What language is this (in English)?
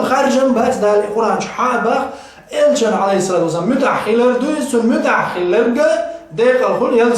Chechen